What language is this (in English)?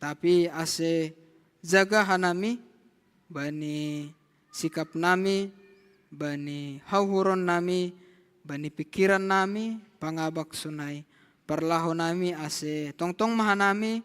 Batak Simalungun